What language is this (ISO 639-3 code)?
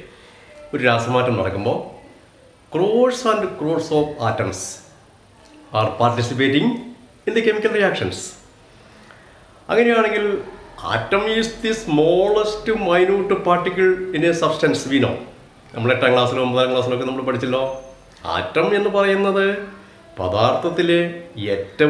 mal